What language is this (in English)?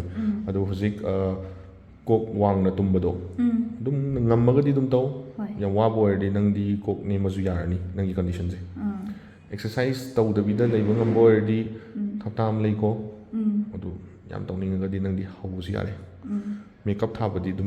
Manipuri